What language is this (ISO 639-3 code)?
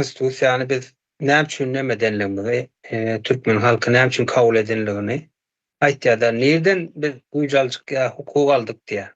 tuk